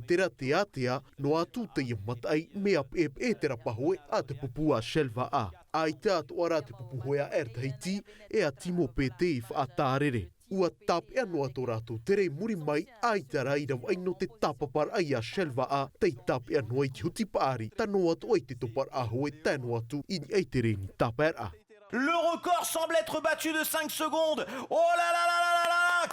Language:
Tahitian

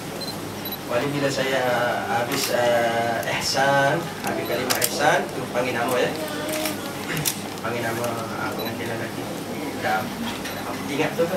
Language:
Malay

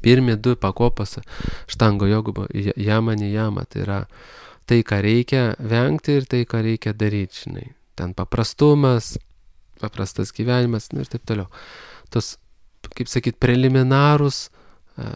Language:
Lithuanian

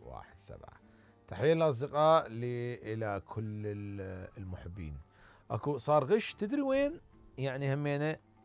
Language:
Mesopotamian Arabic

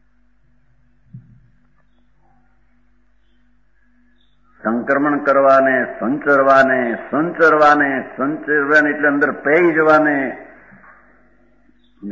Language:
Gujarati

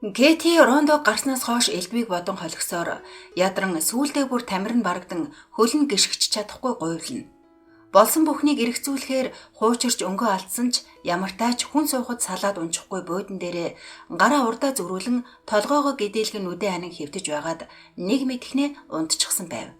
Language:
Mongolian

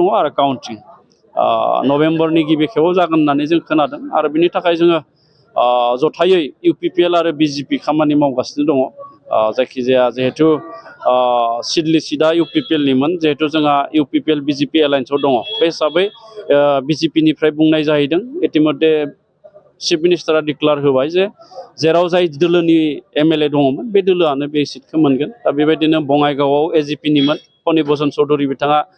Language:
Bodo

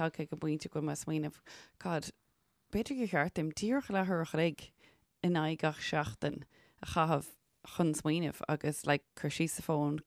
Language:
Irish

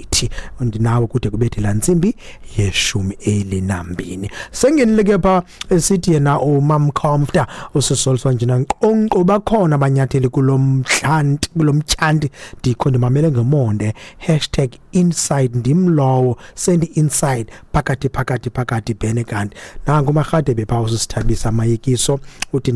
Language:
Xhosa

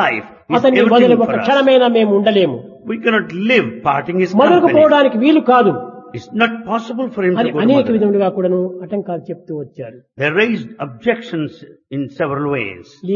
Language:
Telugu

